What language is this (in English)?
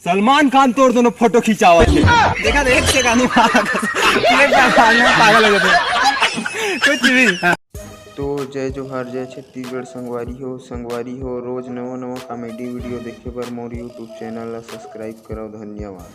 Chhattisgarhi